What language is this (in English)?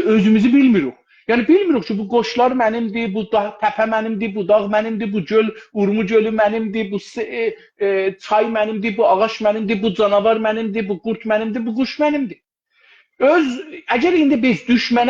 South Azerbaijani